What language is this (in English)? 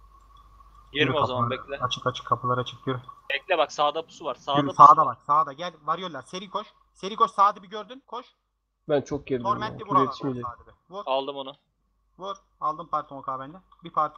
Turkish